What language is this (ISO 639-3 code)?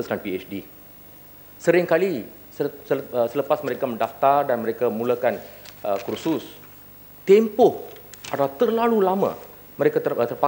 msa